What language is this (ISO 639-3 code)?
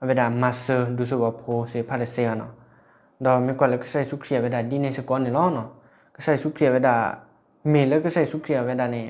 ksw